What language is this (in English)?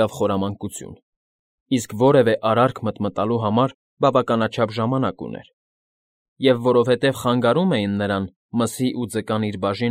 Armenian